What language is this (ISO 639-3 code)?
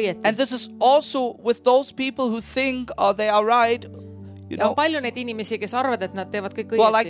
est